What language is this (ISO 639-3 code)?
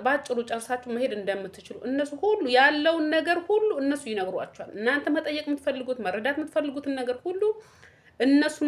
amh